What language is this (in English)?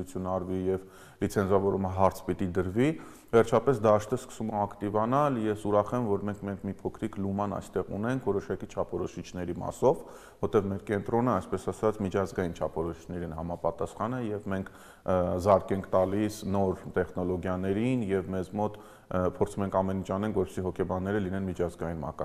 Armenian